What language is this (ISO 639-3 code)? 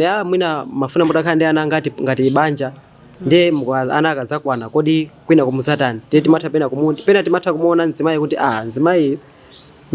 nya